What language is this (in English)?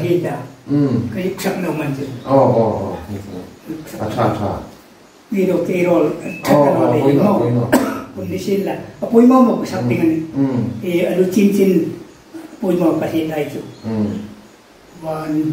Hmar